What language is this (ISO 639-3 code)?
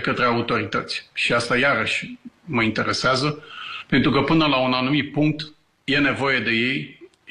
ron